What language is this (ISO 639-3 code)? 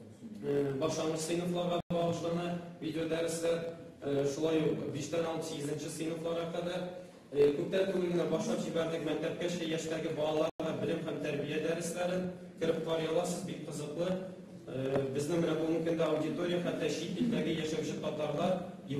tat